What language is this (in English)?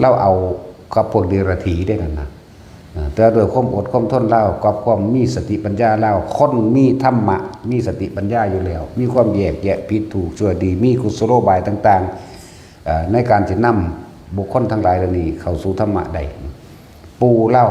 Northeastern Thai